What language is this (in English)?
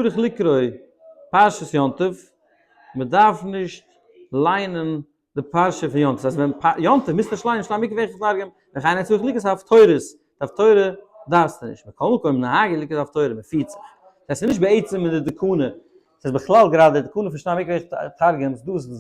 Yiddish